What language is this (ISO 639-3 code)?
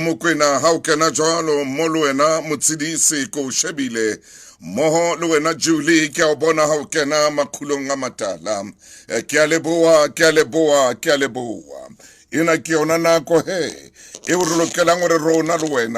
sot